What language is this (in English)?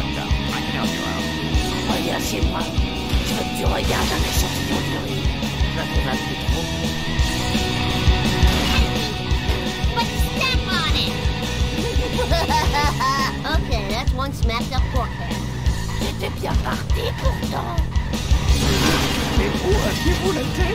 French